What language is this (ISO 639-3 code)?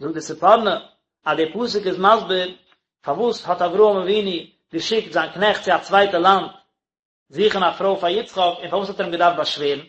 yid